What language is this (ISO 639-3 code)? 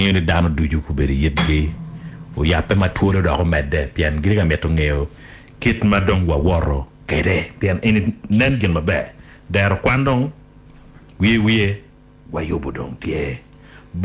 ach